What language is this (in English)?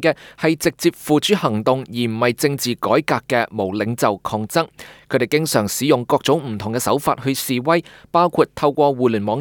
Cantonese